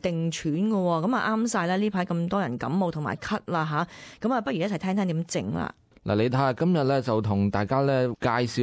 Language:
Cantonese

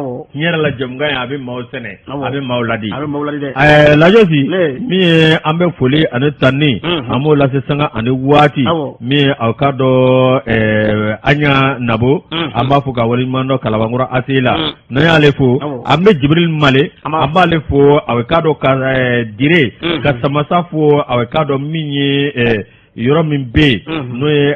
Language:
Bambara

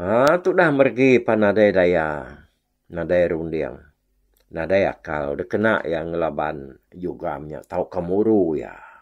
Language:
Iban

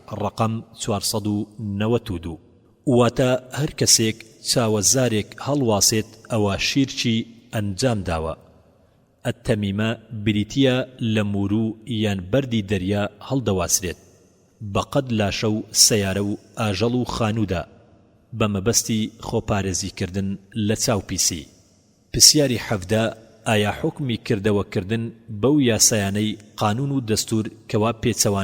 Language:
Central Kurdish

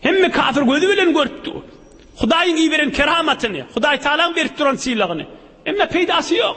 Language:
Turkmen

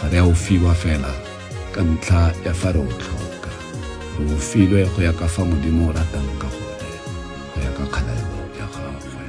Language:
Tswana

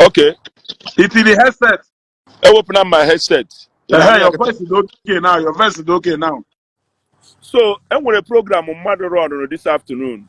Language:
Igbo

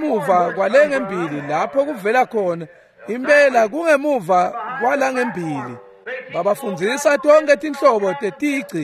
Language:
Swati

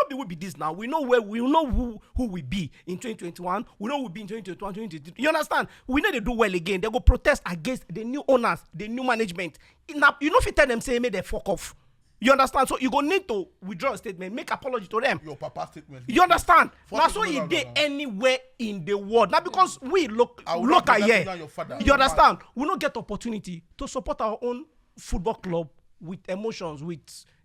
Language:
Nigerian Pidgin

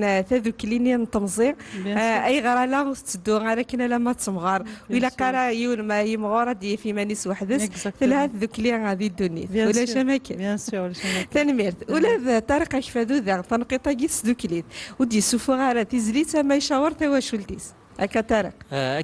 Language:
Kabyle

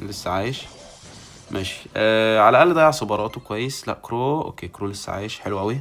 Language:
Egyptian Arabic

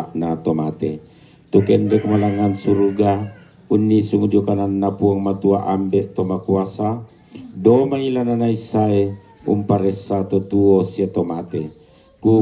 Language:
Toraja-Sa'dan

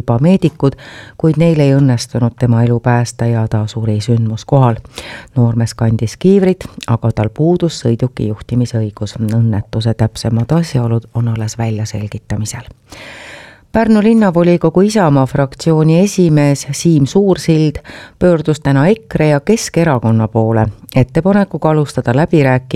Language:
Estonian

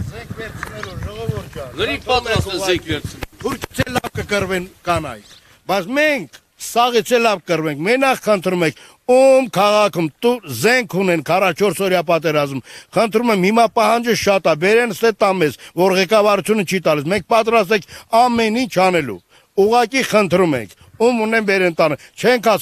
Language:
Armenian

